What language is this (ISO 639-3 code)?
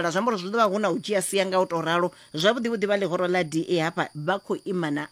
ven